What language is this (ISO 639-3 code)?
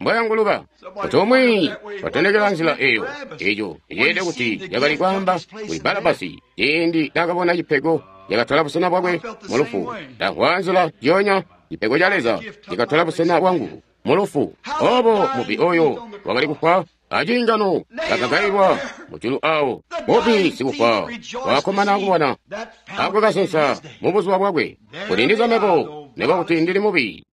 toi